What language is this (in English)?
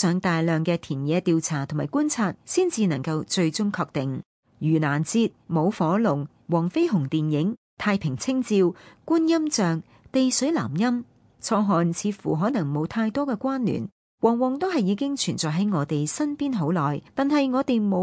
Cantonese